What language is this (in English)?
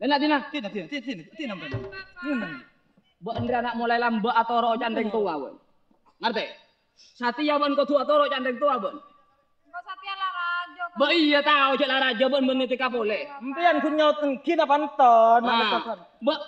Madurese